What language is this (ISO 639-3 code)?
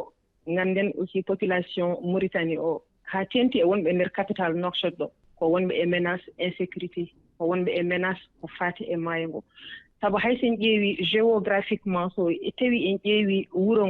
ful